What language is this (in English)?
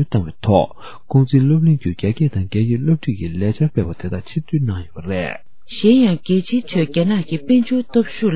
Tibetan